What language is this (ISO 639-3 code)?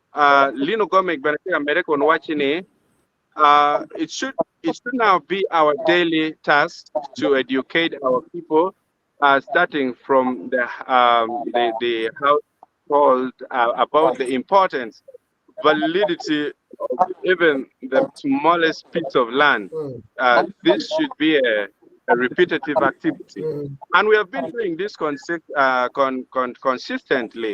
ach